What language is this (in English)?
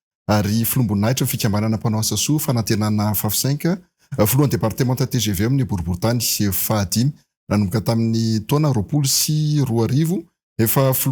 Malagasy